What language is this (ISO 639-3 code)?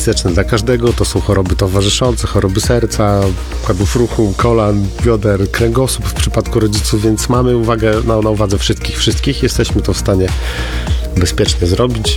pol